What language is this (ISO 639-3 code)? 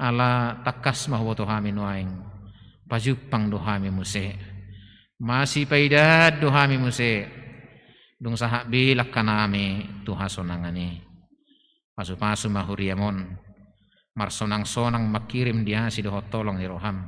bbc